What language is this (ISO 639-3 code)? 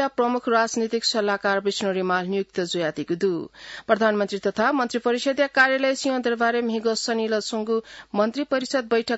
new